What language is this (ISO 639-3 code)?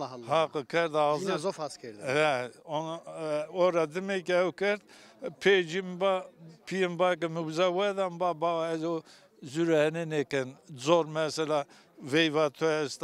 zza